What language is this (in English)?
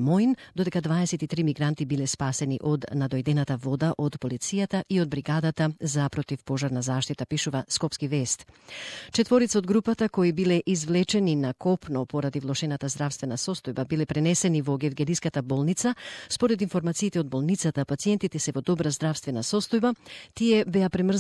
Macedonian